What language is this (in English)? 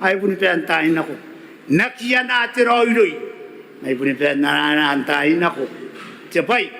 Gilbertese